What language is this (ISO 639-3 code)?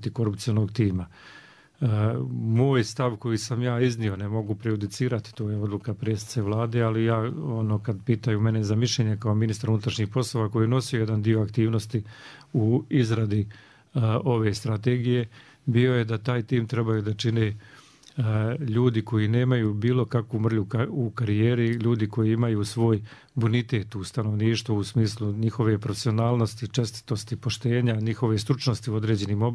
srp